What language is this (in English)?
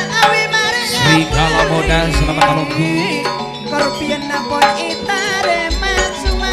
Madurese